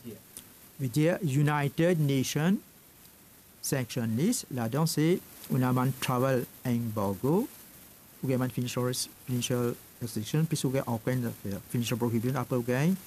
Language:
Morisyen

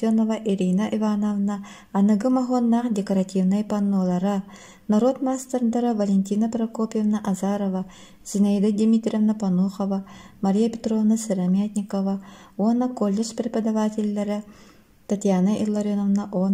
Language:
Yakut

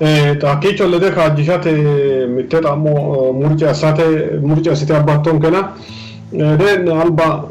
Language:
Sidamo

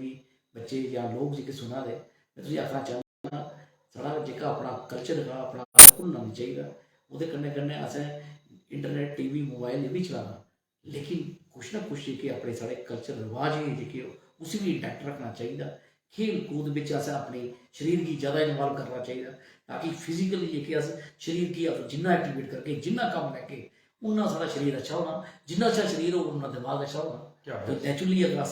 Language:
Dogri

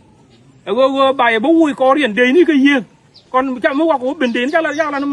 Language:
Nuer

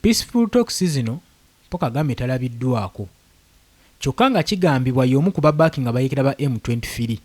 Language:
Ganda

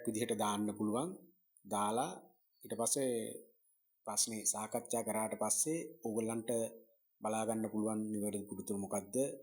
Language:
Sinhala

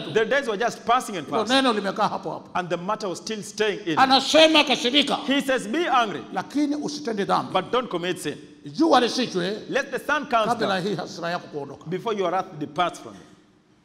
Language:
Swahili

